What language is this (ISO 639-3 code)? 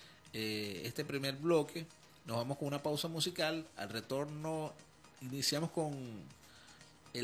spa